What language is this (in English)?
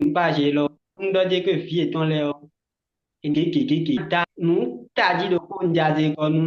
Fon